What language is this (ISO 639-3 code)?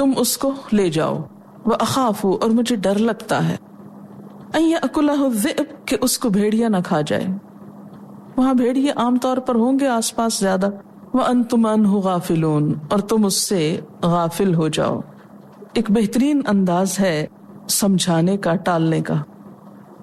urd